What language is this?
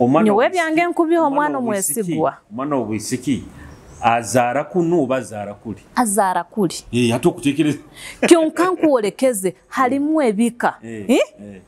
Nyoro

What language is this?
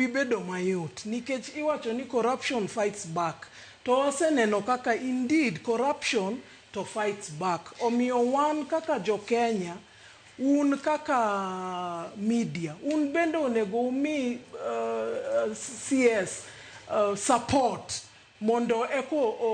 Luo (Kenya and Tanzania)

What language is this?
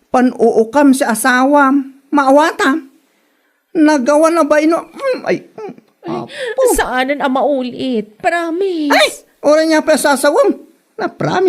Iloko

